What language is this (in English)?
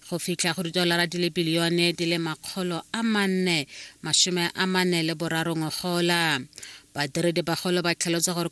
Tswana